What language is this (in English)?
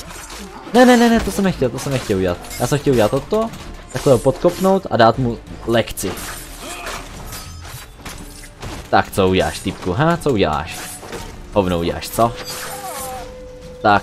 Czech